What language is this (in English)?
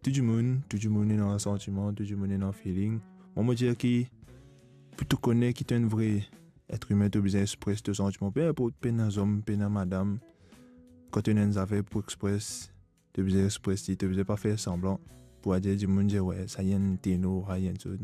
Morisyen